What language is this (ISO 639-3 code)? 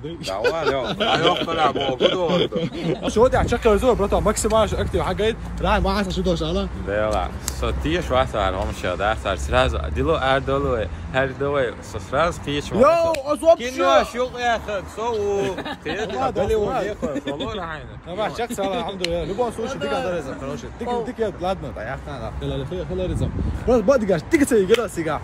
che